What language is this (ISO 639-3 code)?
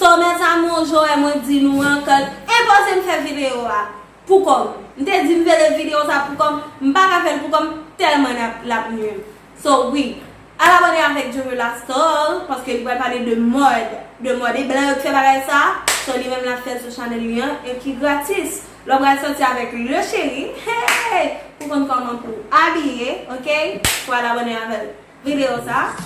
hat